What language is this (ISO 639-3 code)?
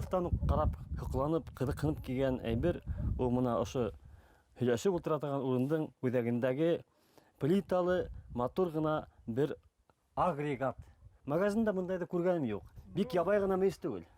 bak